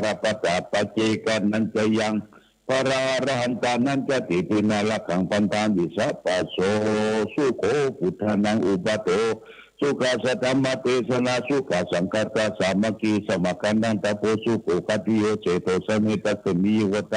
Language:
Pali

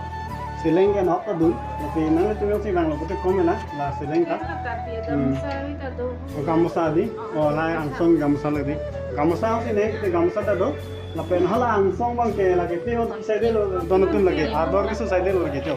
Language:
Karbi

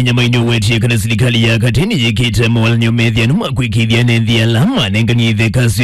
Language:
Kamba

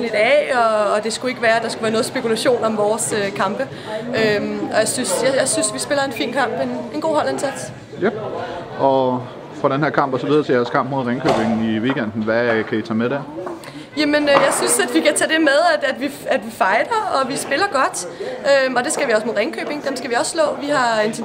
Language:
Danish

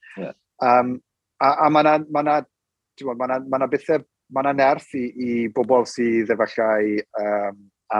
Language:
Welsh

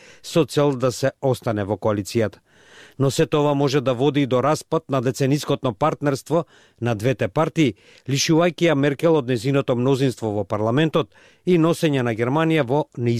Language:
Macedonian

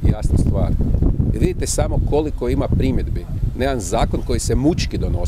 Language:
Croatian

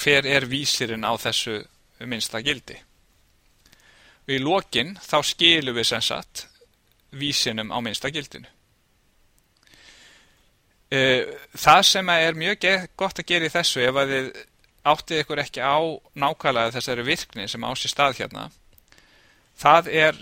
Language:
Icelandic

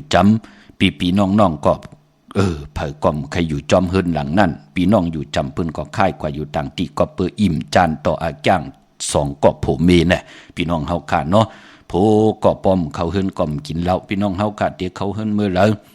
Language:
Shan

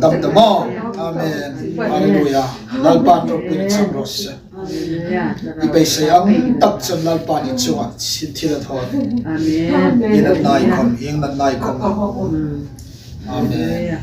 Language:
Hmar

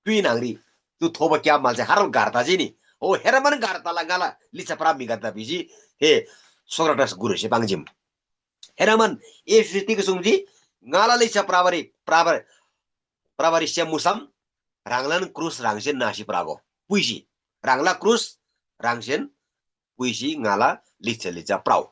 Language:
Eastern Tamang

